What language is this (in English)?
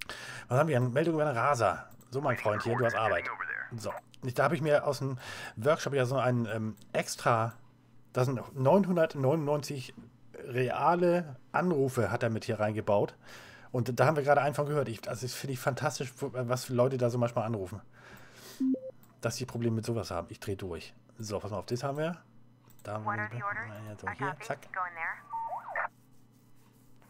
German